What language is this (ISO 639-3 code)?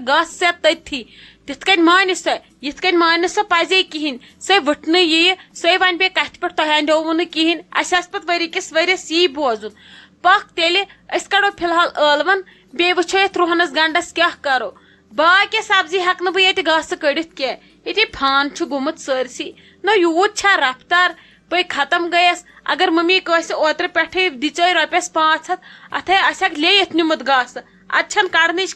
kas